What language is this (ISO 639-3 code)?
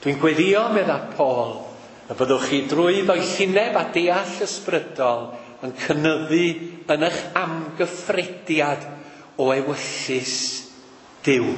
cym